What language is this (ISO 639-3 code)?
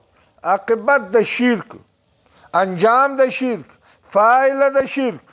pus